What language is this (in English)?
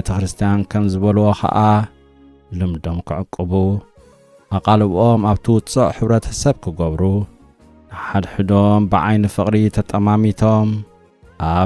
Tigrinya